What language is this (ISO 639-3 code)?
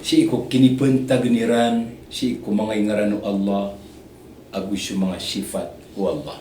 mrw